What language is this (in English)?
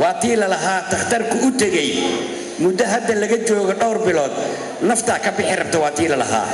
Somali